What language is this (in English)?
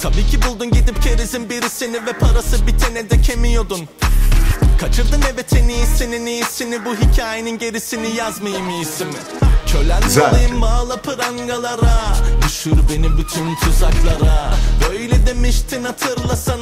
Turkish